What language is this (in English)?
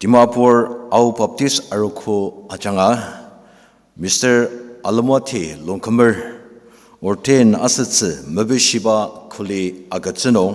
Ao Naga